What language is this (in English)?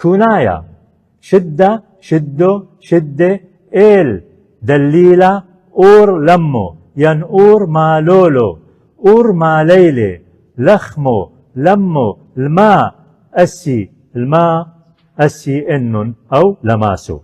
Assyrian Neo-Aramaic